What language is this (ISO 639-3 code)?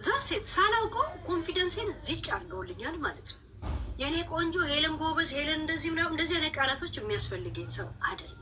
amh